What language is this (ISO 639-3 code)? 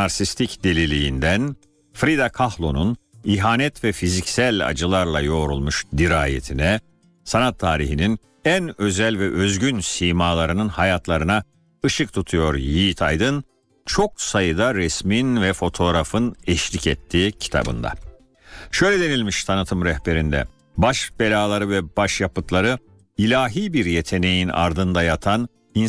tur